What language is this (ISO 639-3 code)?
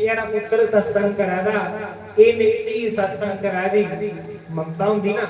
doi